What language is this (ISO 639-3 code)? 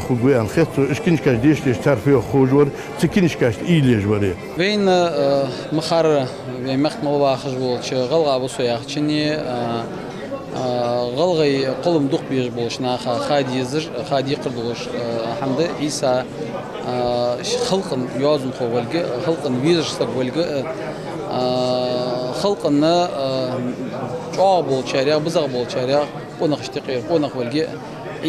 inh